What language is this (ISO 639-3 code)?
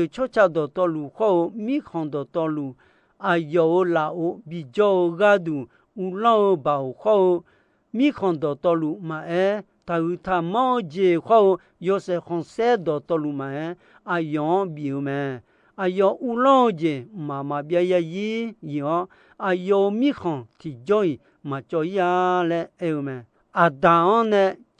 ahk